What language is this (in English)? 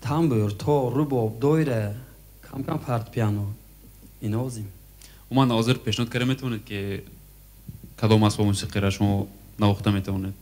Tajik